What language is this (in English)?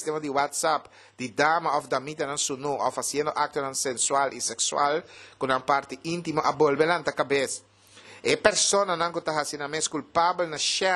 Papiamento